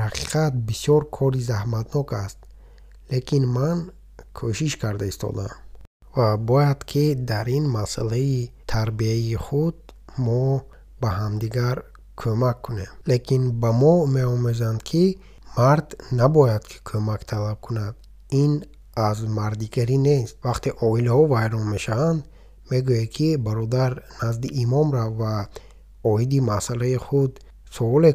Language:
Tajik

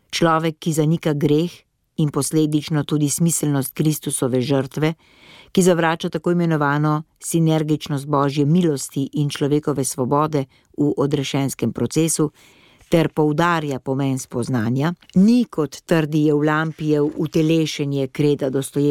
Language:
Slovenian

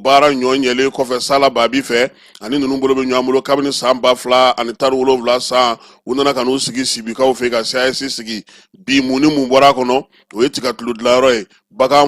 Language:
Bambara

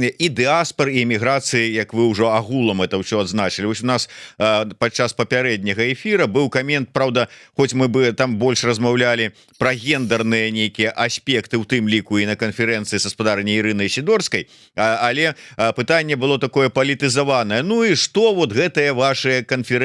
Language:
Belarusian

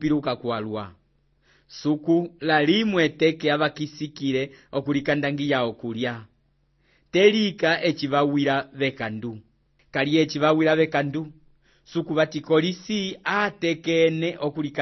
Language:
Umbundu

